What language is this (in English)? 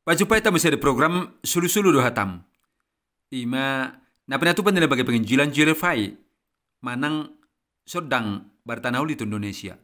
Batak Toba